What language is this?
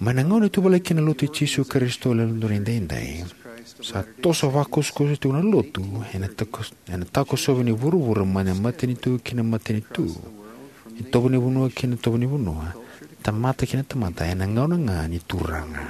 Fijian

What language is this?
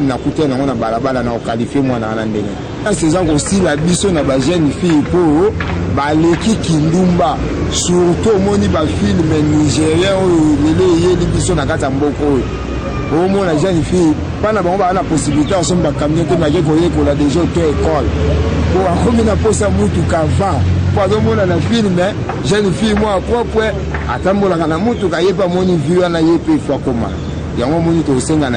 Lingala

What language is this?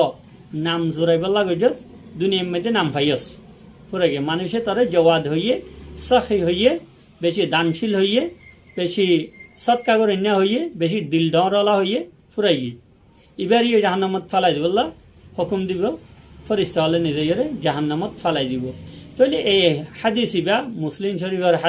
Rohingya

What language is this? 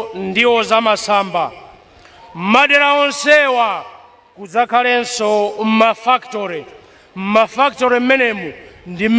Nyanja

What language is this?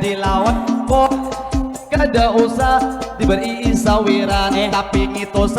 Banjar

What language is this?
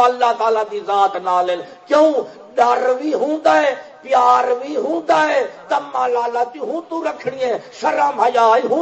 Saraiki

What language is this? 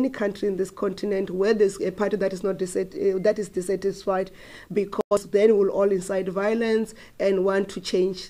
Tsonga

